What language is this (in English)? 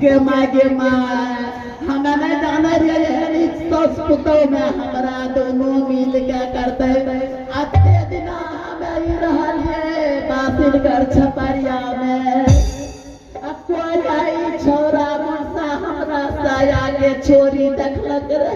Angika